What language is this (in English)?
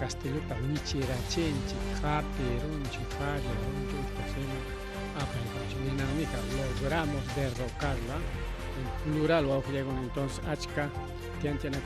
Ayacucho Quechua